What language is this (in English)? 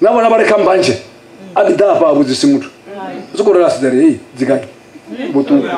Venda